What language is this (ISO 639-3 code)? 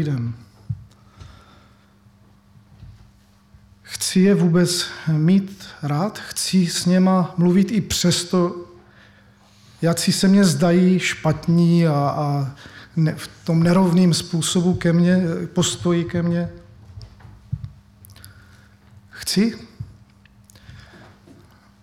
ces